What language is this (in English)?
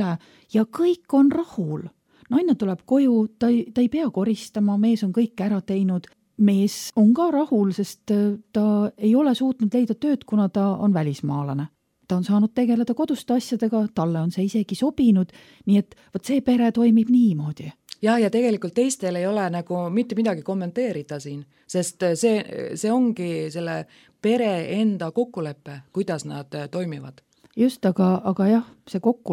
Estonian